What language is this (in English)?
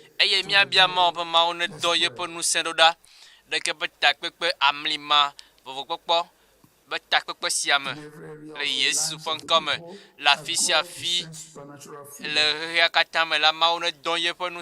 Ewe